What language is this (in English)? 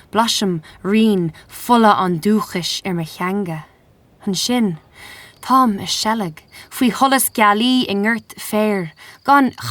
Irish